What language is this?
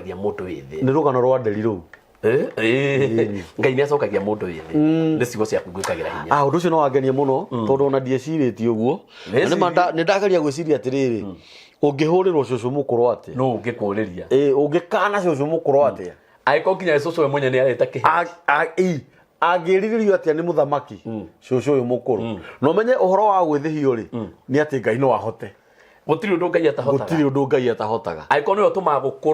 Kikuyu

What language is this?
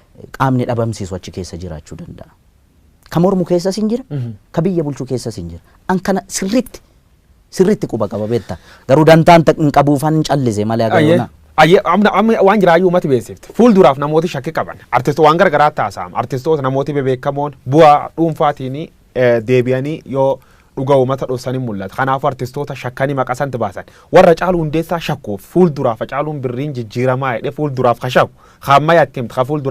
Oromo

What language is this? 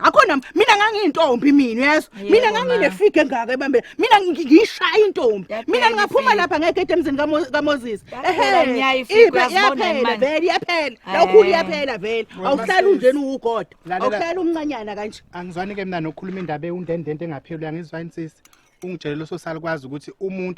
Zulu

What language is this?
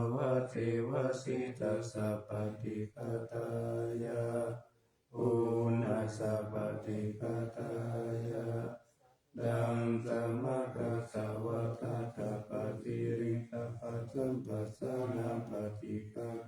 Pali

